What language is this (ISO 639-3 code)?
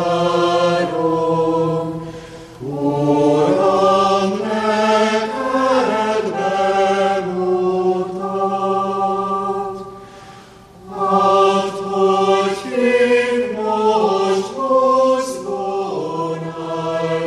hun